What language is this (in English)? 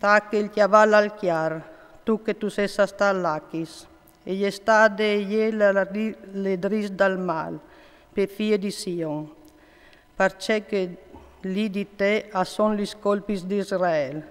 Friulian